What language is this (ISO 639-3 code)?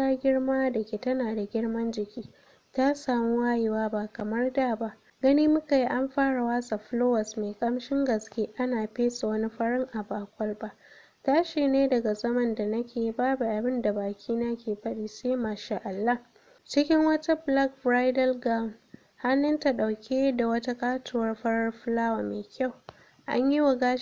hau